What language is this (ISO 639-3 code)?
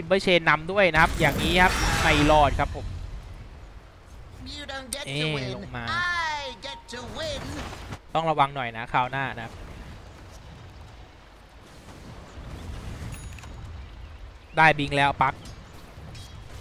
tha